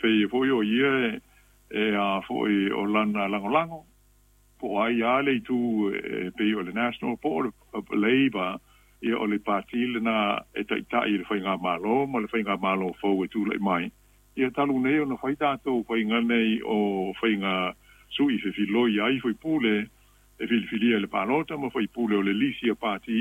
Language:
Samoan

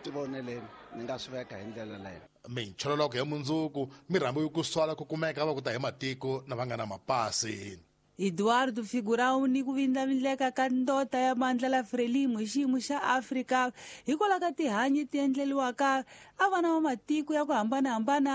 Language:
Tsonga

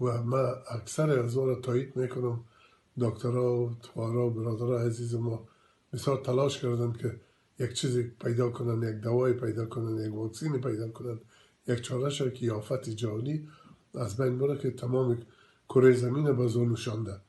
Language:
Persian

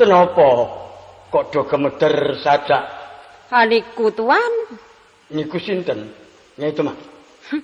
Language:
Javanese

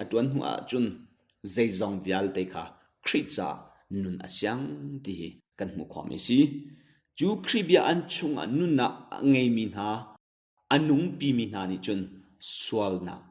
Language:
Hakha Chin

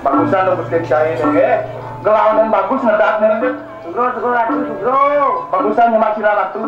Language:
Balinese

